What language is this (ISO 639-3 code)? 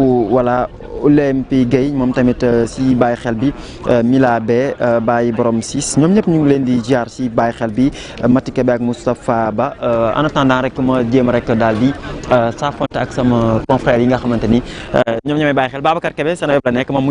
wol